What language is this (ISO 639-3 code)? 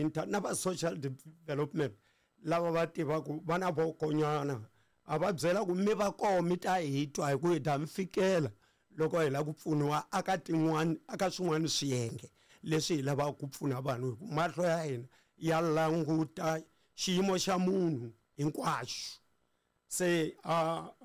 tso